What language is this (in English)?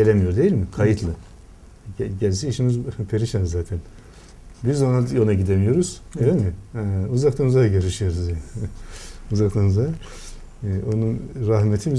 Turkish